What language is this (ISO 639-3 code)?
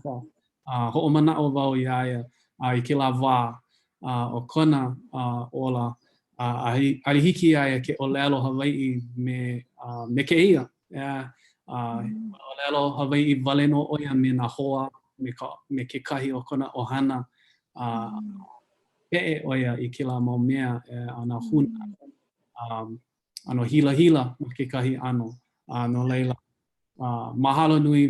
haw